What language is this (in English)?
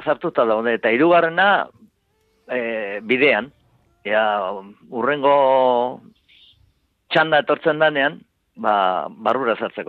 Basque